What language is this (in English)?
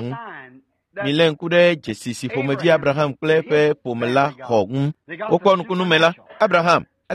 Ewe